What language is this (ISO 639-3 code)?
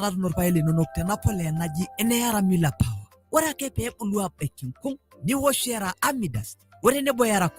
mas